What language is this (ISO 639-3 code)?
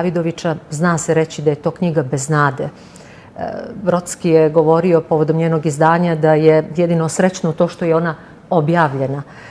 srp